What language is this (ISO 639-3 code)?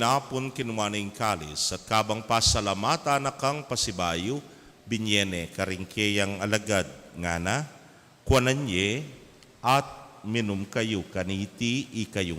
pam